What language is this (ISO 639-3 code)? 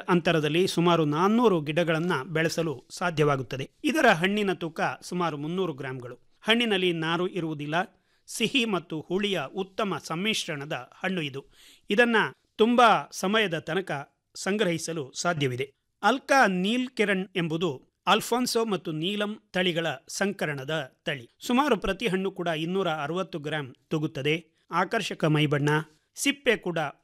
kan